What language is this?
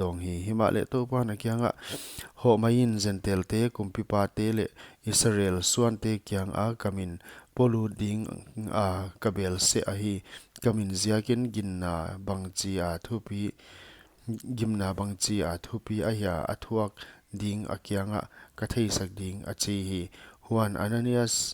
Paite Chin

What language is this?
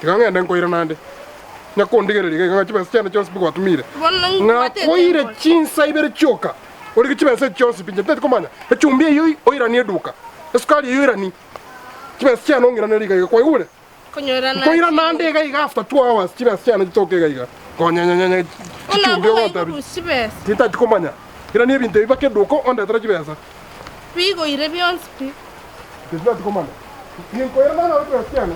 Gusii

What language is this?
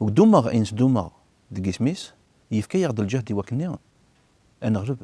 Kabyle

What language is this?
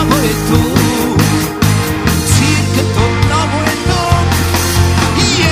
Bulgarian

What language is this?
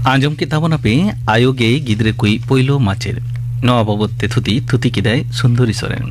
Santali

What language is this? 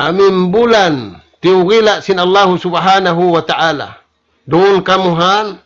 Tausug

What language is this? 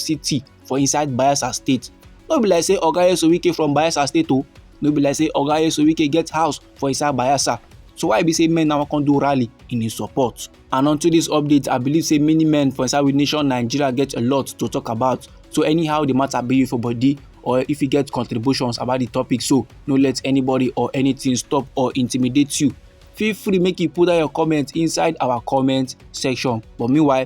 Nigerian Pidgin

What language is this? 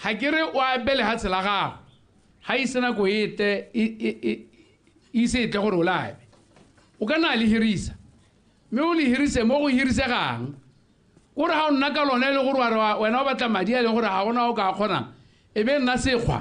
Tswana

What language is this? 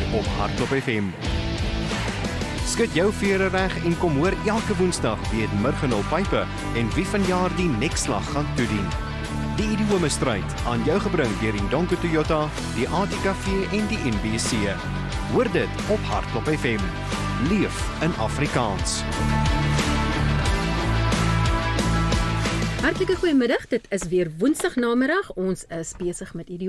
Afrikaans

